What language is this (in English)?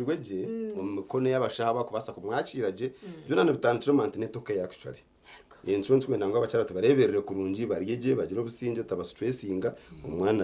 Nyankole